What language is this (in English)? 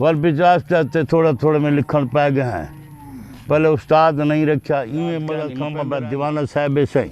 Saraiki